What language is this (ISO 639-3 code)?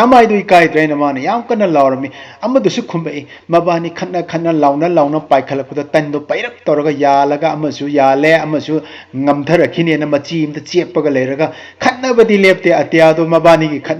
mni